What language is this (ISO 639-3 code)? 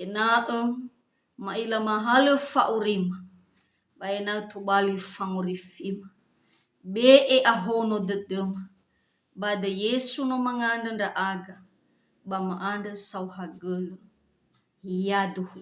nia